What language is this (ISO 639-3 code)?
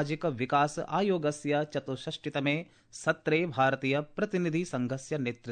san